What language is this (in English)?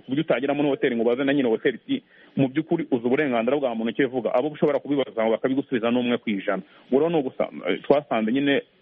Kinyarwanda